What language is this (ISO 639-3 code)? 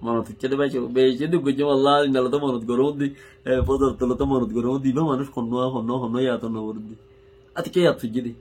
rhg